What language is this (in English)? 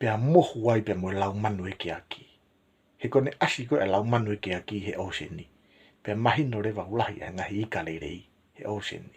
Tongan